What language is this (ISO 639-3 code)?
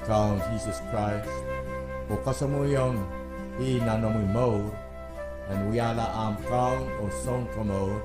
pon